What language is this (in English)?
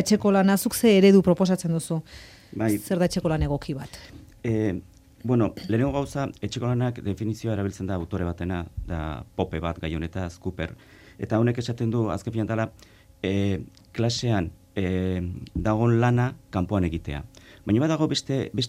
Basque